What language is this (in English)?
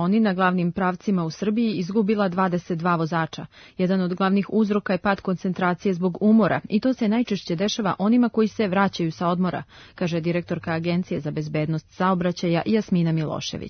Serbian